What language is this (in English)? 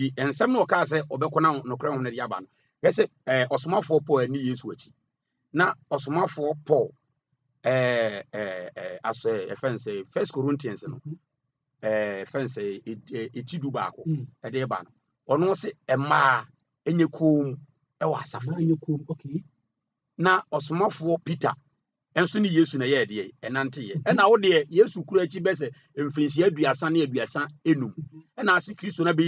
Akan